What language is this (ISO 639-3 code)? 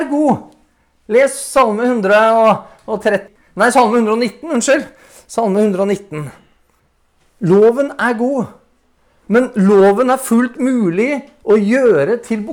nor